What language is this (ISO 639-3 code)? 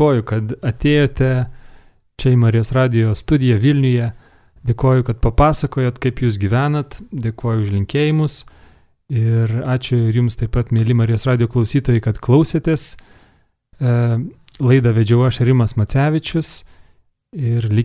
lit